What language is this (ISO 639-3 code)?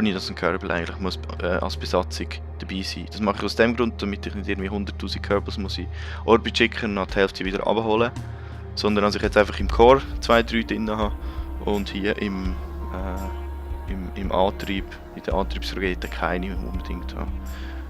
gsw